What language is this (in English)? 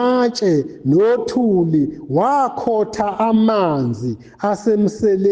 Zulu